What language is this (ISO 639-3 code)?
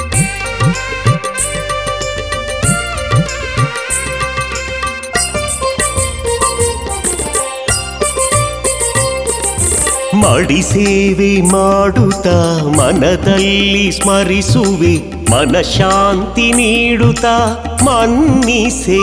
kan